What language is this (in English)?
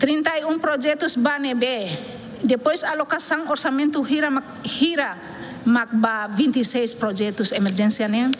Tetum